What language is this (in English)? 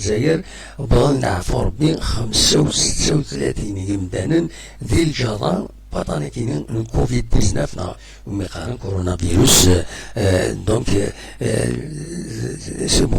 Kabyle